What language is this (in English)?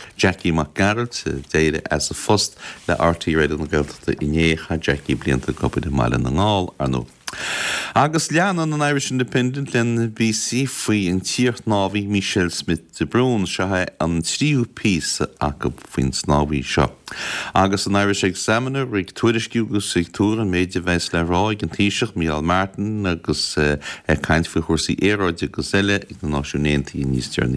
Irish